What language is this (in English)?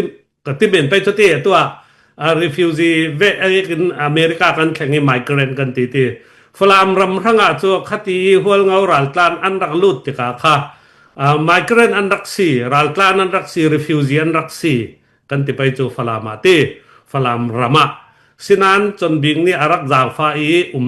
Falam Chin